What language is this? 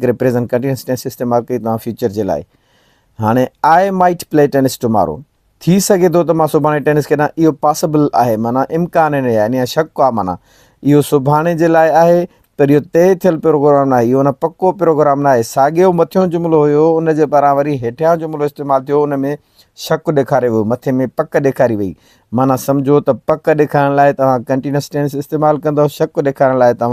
Sindhi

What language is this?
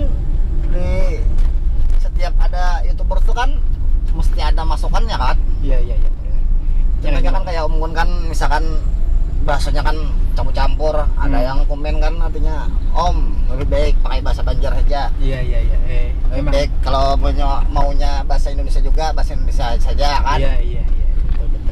Banjar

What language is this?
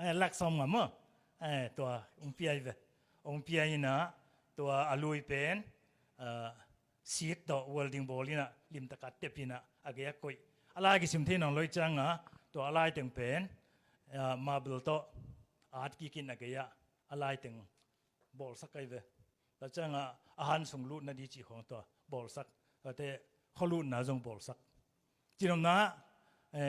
Tedim Chin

